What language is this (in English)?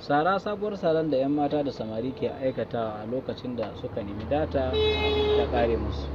Hausa